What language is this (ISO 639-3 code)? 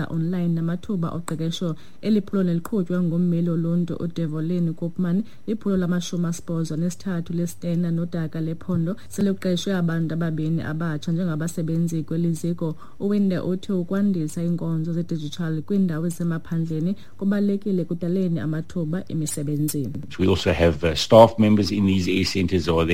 xho